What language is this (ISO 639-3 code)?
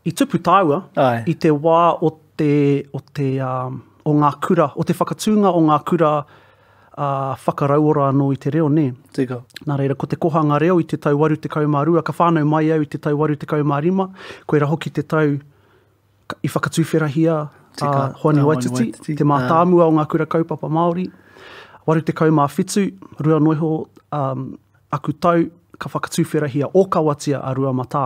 mri